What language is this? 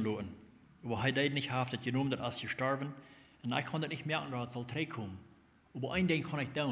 Plautdietsch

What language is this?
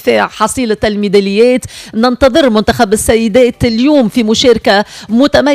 Tunisian Arabic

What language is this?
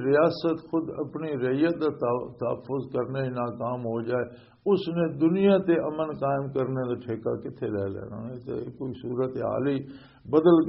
Western Panjabi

